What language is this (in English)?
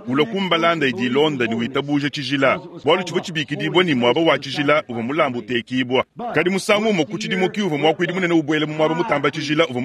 Luba-Lulua